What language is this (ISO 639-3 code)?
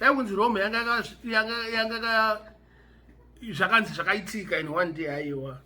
sna